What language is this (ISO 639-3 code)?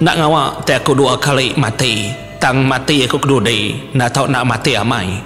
iba